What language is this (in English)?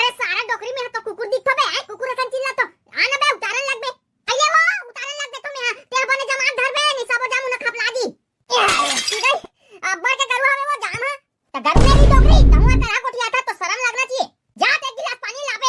Chhattisgarhi